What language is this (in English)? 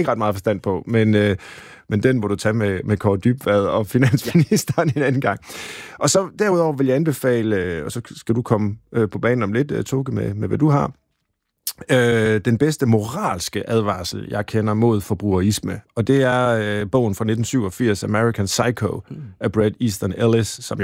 Danish